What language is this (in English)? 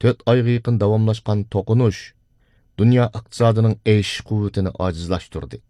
Uyghur